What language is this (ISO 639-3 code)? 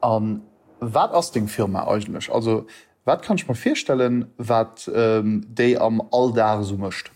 ltz